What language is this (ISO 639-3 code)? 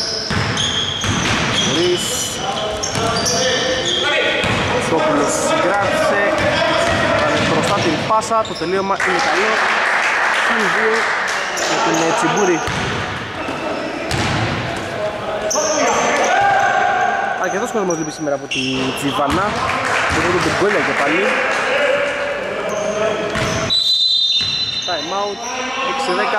ell